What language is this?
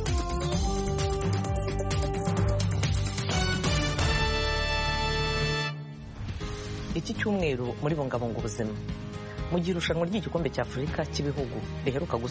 Kinyarwanda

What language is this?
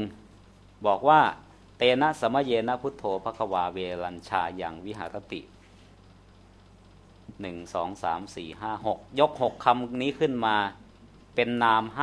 Thai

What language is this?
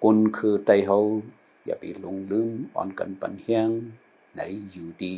Shan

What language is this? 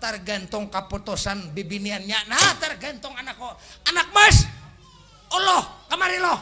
Banjar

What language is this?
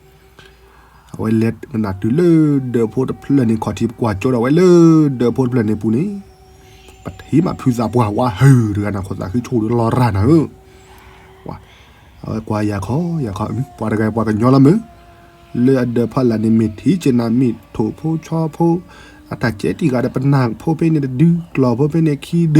S'gaw Karen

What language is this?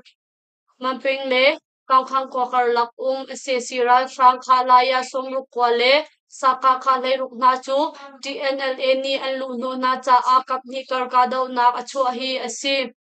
Hakha Chin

